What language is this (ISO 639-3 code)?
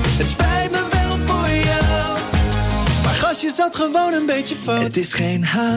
nld